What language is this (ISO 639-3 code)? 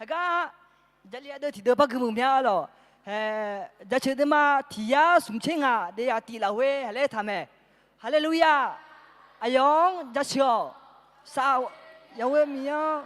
ahk